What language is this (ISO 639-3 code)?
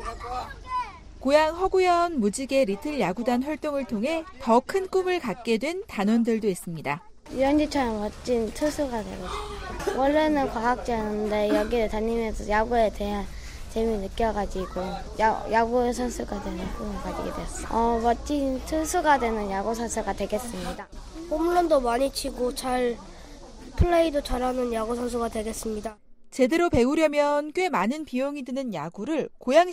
kor